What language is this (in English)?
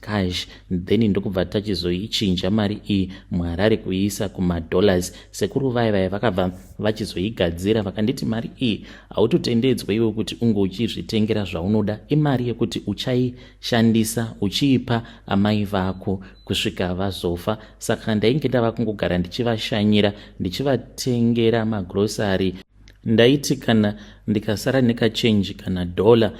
Shona